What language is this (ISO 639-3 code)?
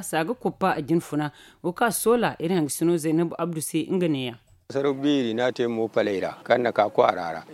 dje